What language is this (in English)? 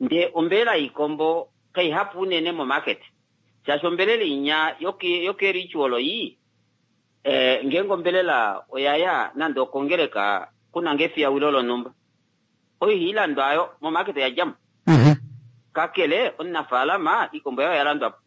Kuanyama